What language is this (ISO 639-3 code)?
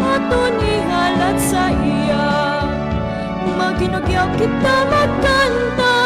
hil